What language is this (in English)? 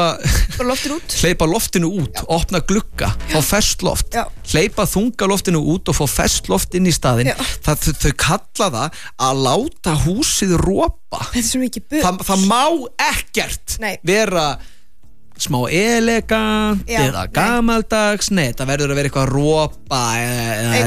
Icelandic